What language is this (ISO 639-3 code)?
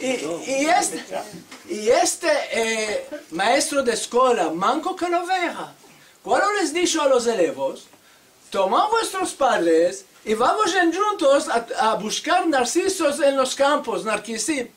lad